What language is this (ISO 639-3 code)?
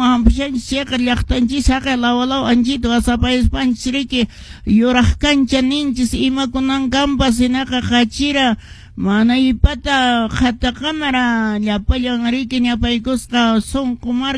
que